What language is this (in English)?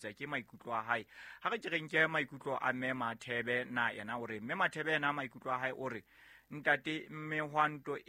Southern Sotho